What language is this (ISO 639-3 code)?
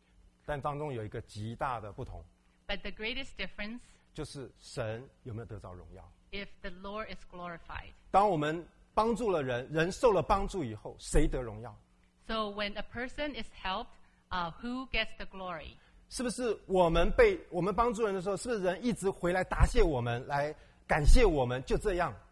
zho